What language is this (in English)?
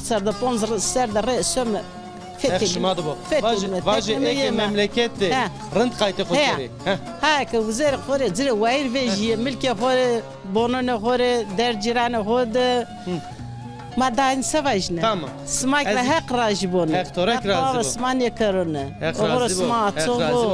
Zaza